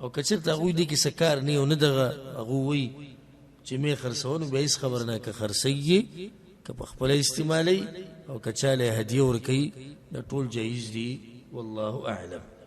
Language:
Pashto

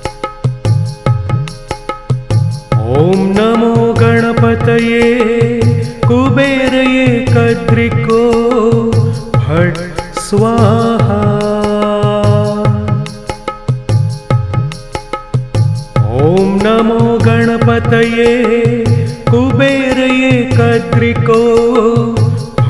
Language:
Sanskrit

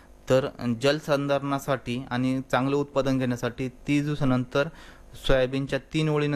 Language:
Marathi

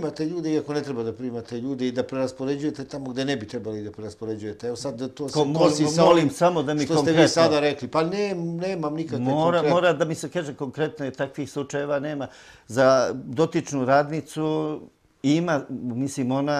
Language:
Serbian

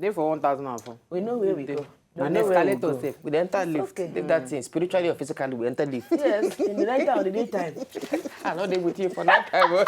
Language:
Nigerian Pidgin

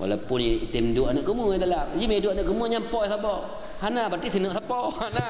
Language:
Achinese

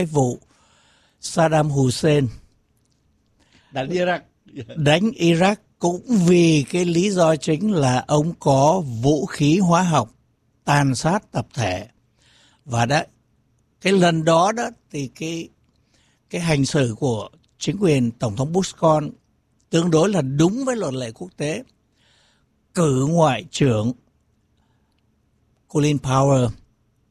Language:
Vietnamese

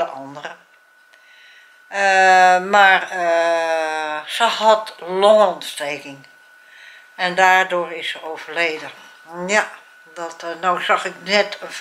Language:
Dutch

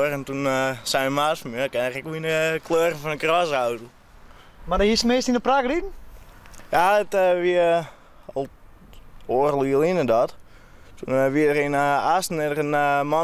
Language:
Western Frisian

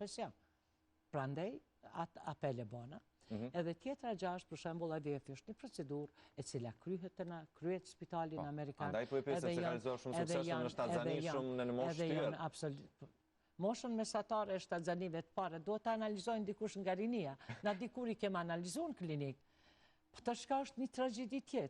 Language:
Albanian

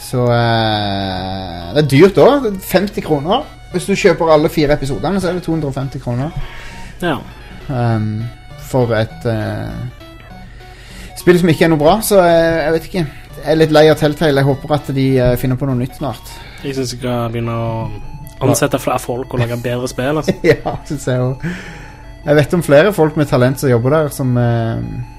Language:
Norwegian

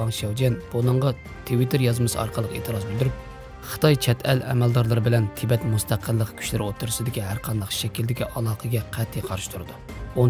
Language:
Uyghur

